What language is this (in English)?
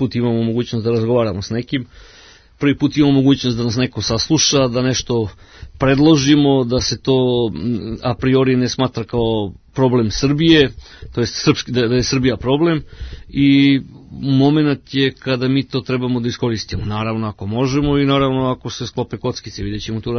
Serbian